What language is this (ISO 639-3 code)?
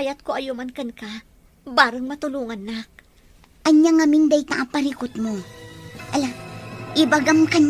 ilo